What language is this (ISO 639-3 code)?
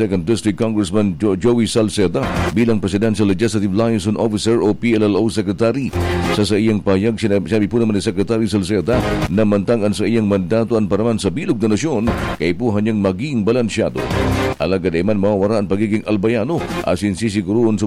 bik